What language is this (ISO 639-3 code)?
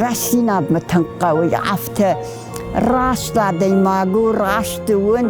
oss